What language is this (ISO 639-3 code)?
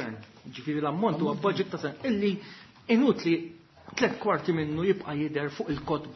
mlt